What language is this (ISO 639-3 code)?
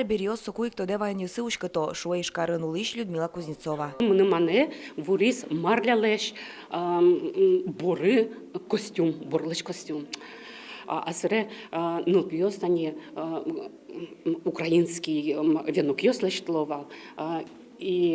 udm